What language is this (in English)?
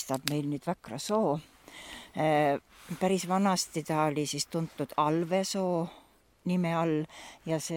Estonian